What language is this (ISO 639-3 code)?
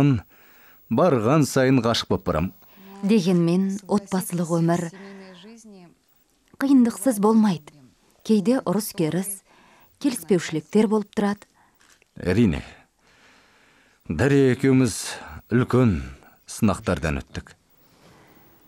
kaz